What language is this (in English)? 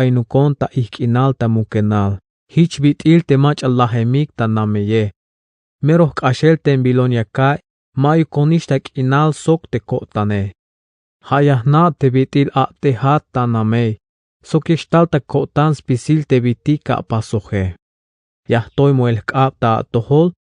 Tzeltal